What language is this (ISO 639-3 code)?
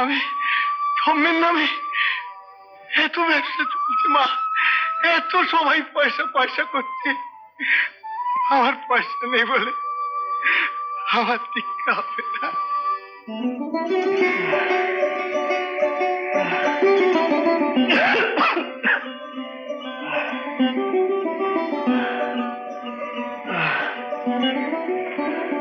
ben